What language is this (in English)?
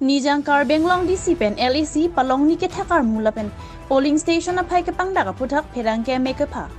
Karbi